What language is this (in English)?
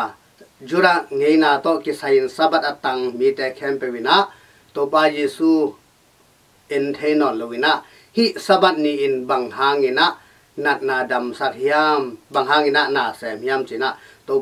Tedim Chin